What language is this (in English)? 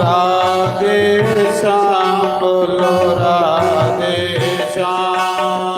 Dogri